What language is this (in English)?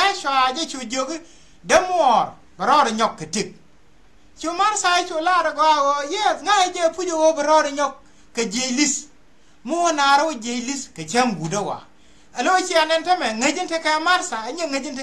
Nuer